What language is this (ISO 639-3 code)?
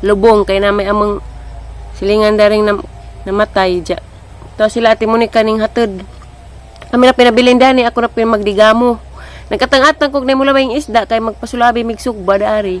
ceb